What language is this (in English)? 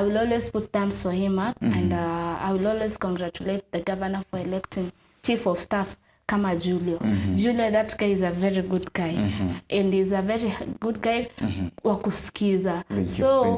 Meru